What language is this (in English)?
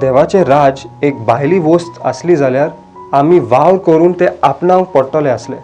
Konkani